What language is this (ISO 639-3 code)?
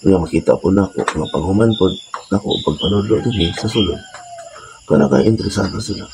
ceb